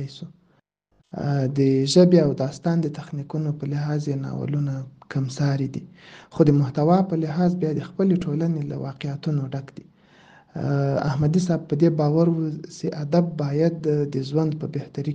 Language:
Pashto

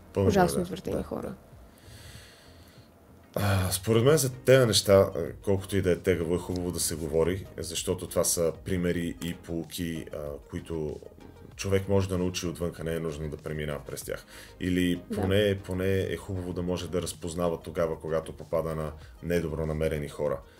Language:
Bulgarian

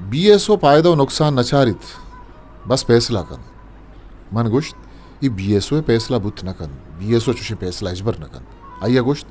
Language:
Eastern Balochi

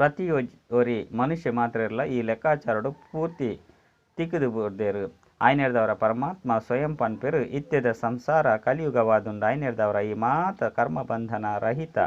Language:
Tulu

